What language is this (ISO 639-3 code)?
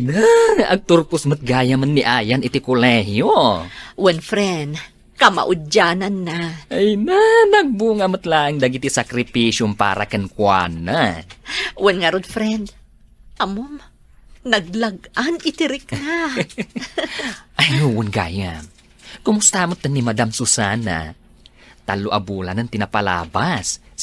ilo